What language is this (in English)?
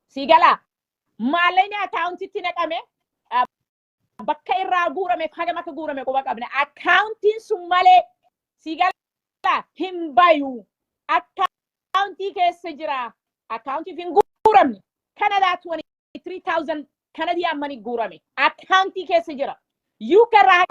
Oromo